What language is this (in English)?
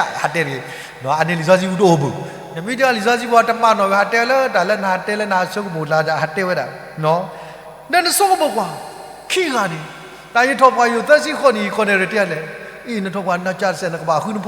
S'gaw Karen